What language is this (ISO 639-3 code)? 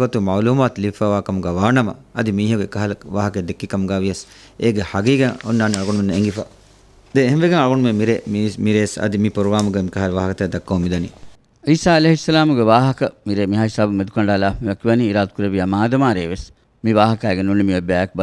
div